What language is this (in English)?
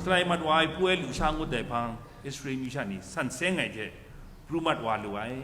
Kachin